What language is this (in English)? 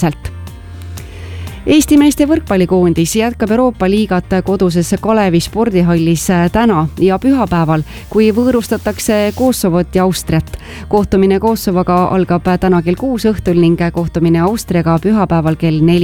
Estonian